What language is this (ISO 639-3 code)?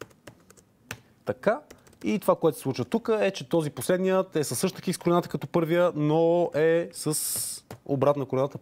bul